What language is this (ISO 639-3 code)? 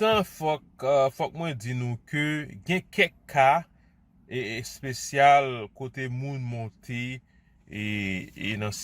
hat